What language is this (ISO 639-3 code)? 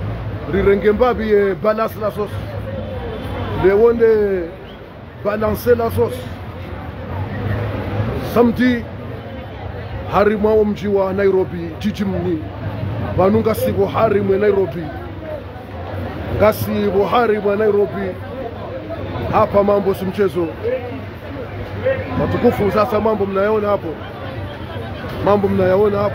swa